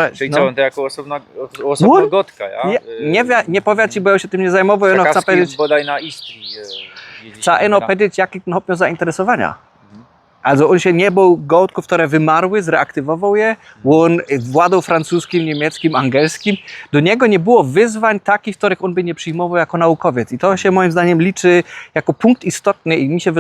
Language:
Silesian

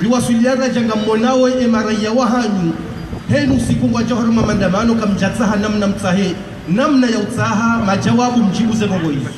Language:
Ngazidja Comorian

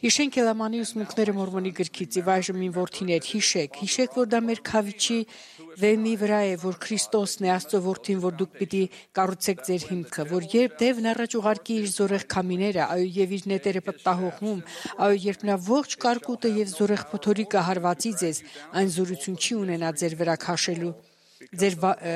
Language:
Armenian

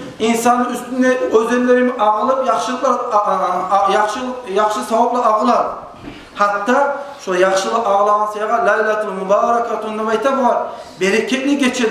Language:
Kumyk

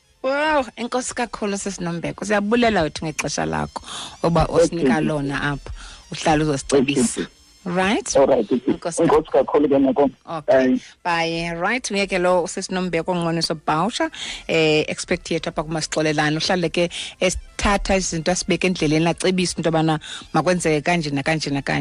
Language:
Xhosa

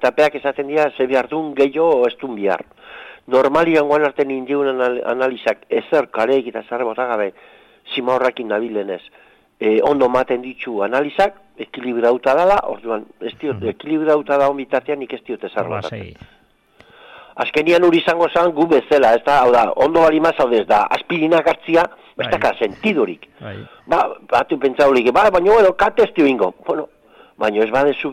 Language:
Basque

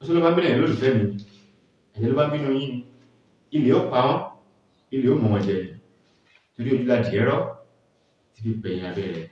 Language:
Yoruba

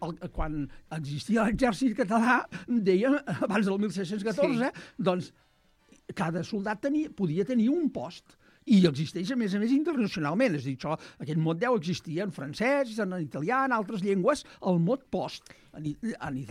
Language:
Catalan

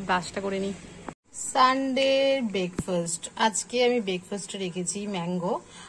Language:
Bangla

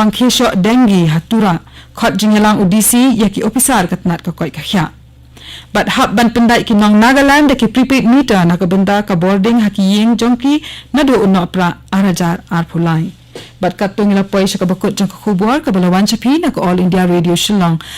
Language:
Khasi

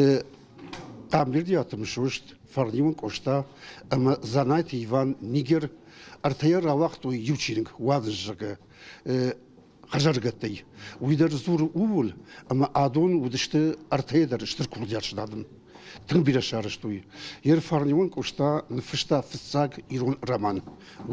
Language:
Ossetic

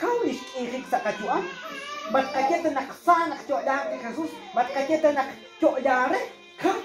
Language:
Kekchí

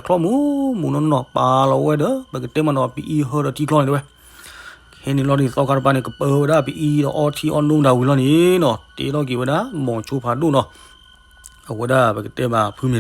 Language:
S'gaw Karen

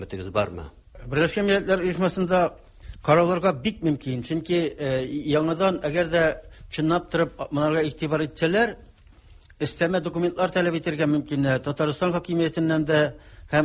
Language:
Tatar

